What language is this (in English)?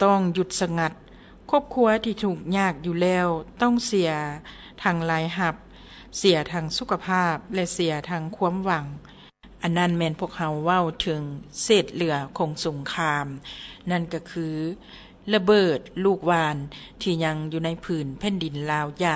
Lao